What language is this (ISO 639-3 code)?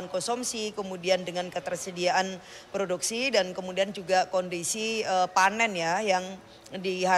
ind